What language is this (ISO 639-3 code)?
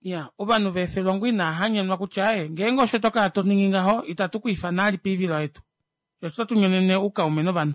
kua